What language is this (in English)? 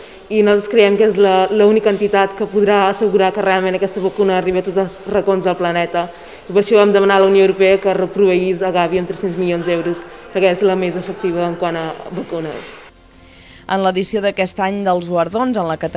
Catalan